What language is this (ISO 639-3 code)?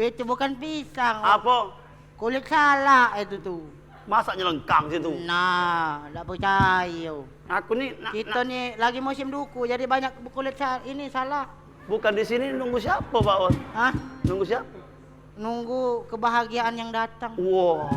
mui